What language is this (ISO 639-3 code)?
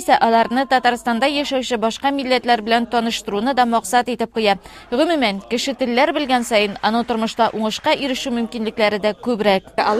tat